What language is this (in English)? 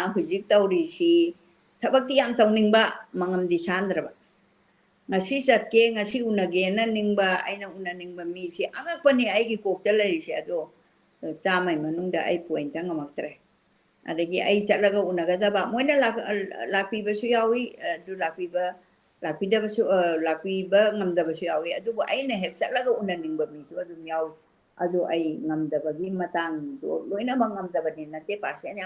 Manipuri